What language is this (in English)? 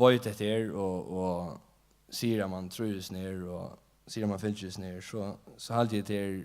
Faroese